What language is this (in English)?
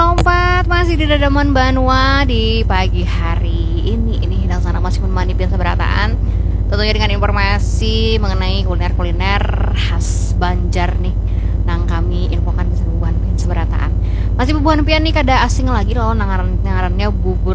Banjar